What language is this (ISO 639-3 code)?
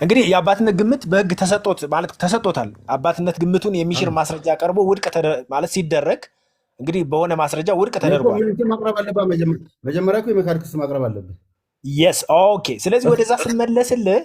amh